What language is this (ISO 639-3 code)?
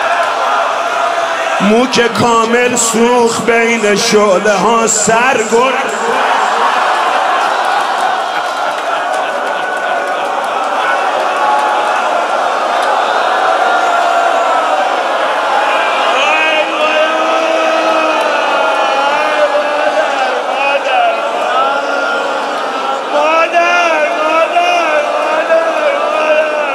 fas